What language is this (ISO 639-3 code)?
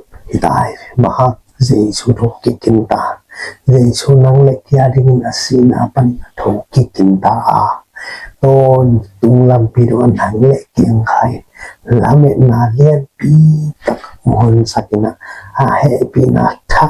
ctd